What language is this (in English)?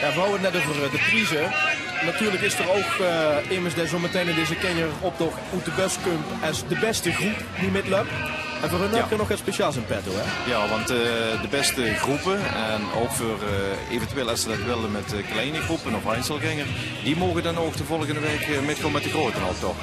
Limburgish